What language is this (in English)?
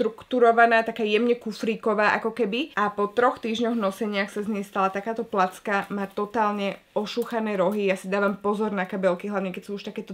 Slovak